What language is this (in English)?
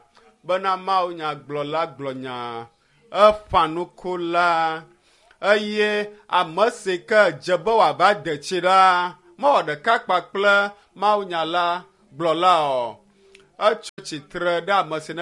Ewe